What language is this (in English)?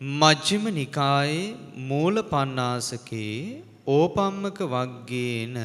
Sinhala